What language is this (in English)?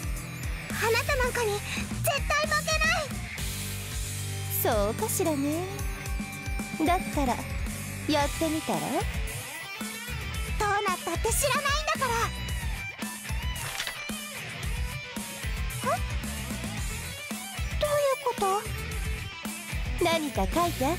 Japanese